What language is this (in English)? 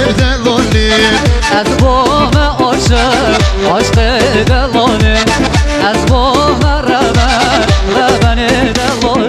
Kurdish